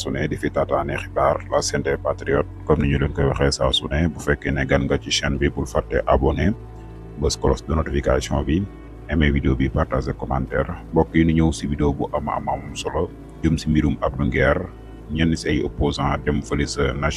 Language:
Wolof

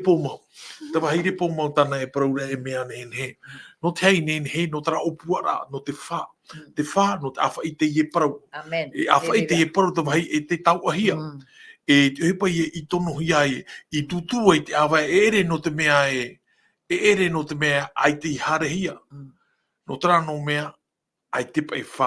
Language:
Tahitian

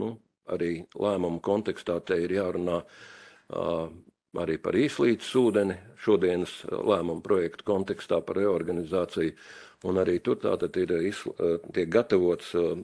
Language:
Latvian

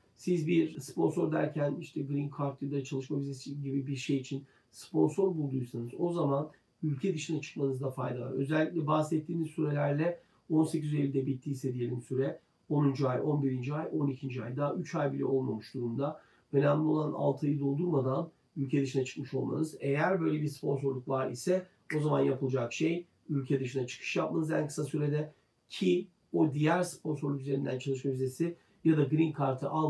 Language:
Turkish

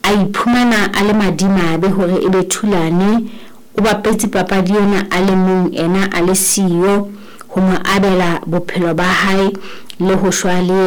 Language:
Southern Sotho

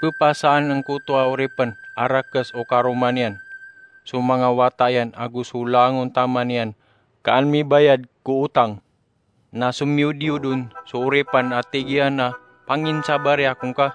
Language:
Maranao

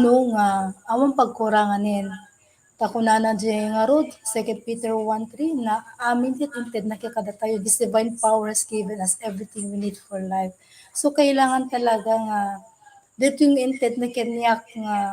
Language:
Iloko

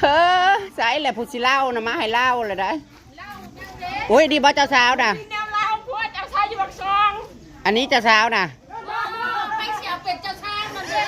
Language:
Northeastern Thai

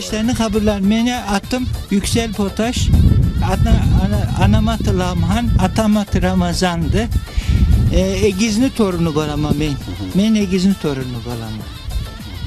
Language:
Karachay-Balkar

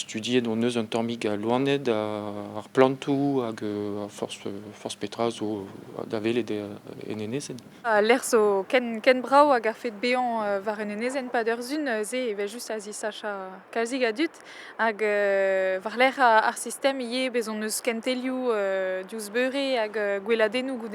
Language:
Breton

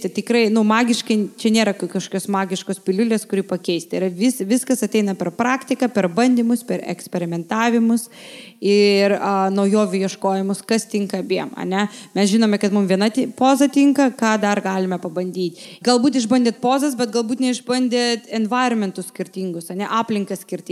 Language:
Lithuanian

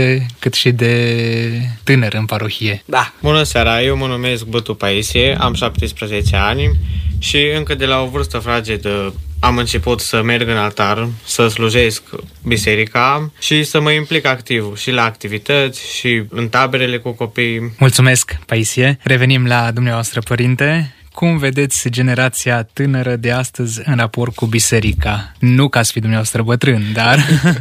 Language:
Romanian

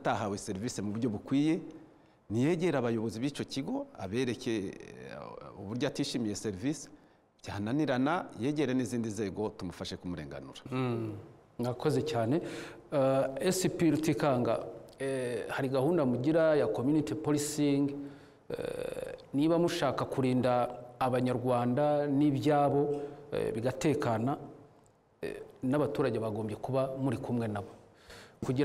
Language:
Kinyarwanda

